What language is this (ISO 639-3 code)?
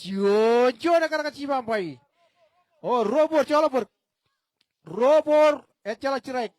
mah